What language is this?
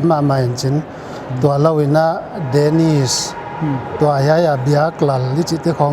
Paite Chin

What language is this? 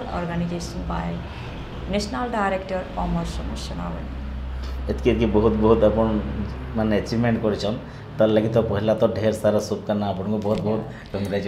Sambalpuri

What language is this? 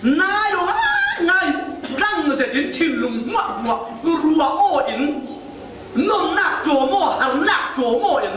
Falam Chin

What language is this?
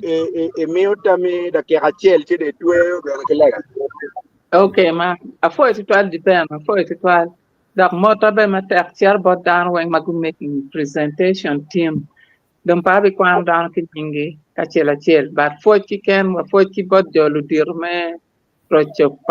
Acoli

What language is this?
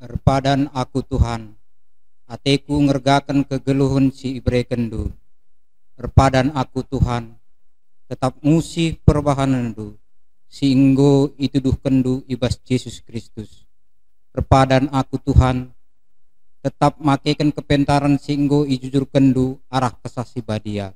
Batak Karo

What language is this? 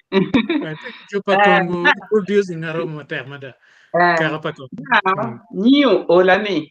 Acoli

